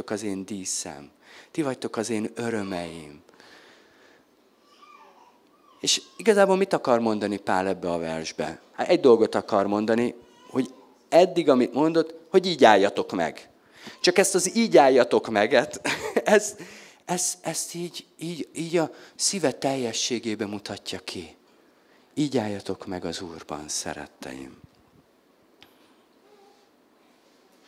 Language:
Hungarian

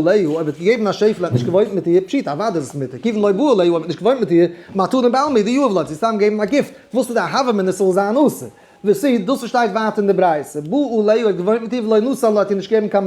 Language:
Yiddish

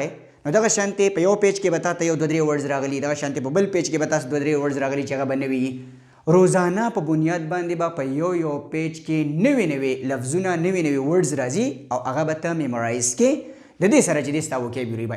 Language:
Pashto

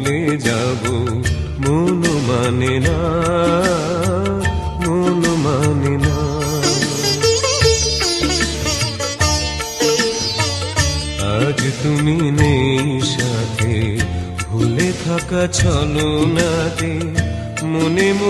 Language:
Bangla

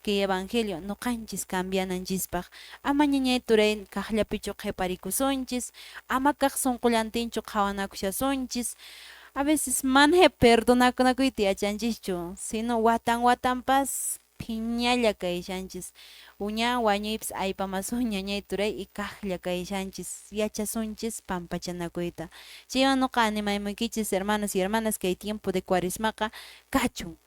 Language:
Quechua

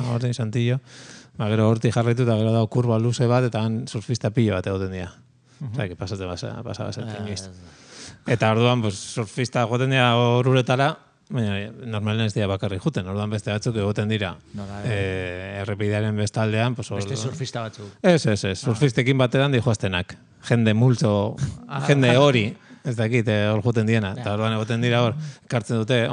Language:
Basque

